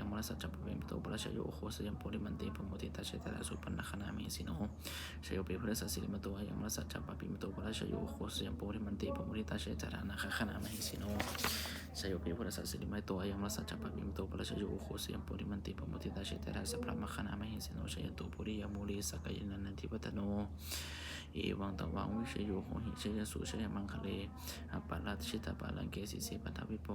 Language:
Pali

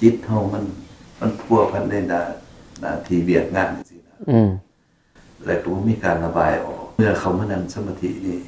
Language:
Northeastern Thai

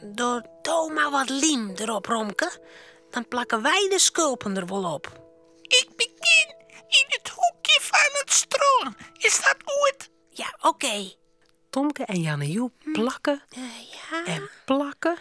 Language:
Western Frisian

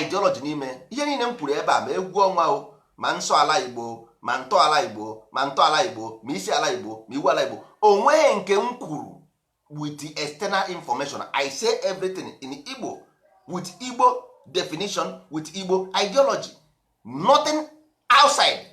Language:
Igbo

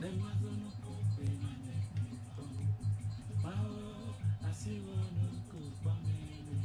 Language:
Ewe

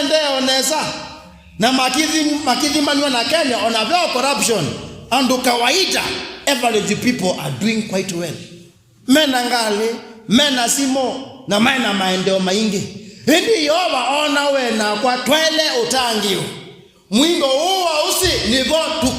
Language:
Kamba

